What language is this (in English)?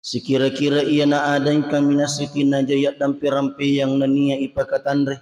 Buginese